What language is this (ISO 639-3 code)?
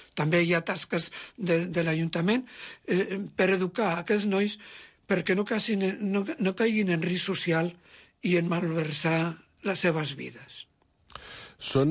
cat